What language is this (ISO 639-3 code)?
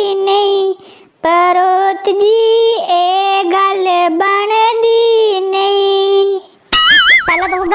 doi